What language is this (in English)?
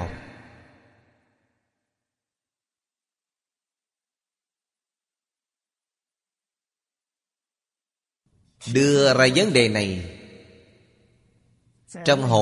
Vietnamese